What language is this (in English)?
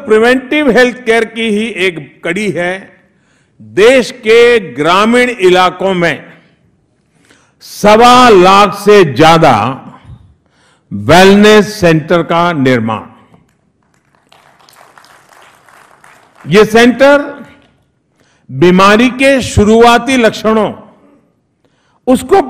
Hindi